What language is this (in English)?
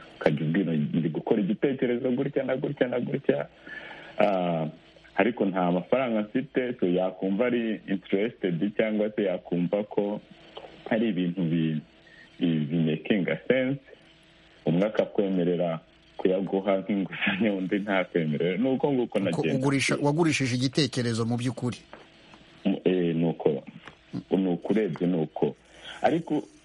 Kinyarwanda